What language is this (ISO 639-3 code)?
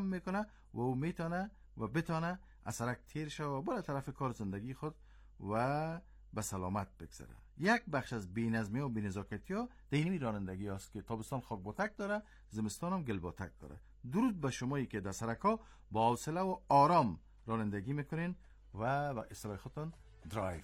fas